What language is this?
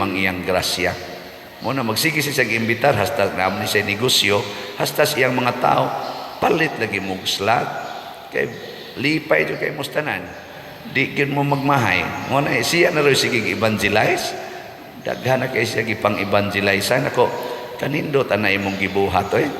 Cebuano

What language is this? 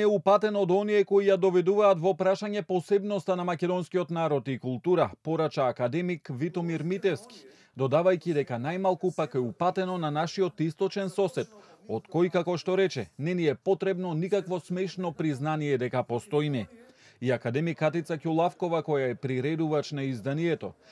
Macedonian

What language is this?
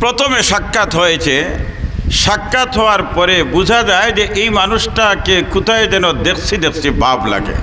Sylheti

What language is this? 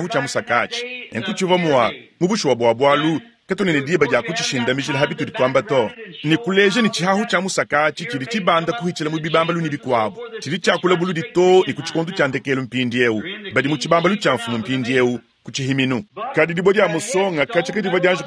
Luba-Lulua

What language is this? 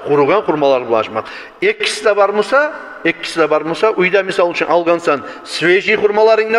Kumyk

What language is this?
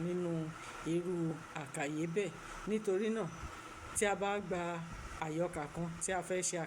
Yoruba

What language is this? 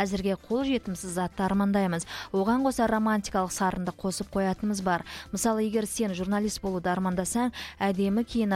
Kazakh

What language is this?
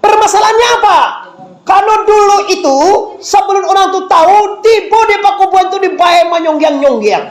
Minangkabau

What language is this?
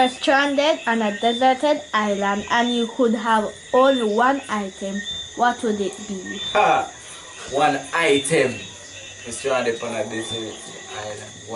Jamaican Creole English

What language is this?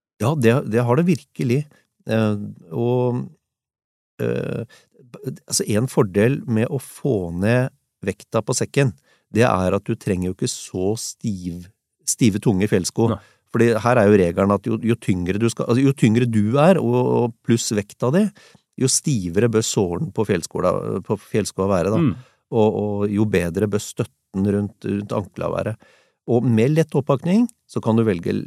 Norwegian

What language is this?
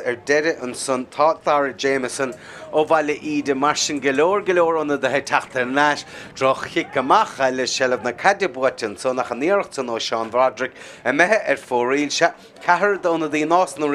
Irish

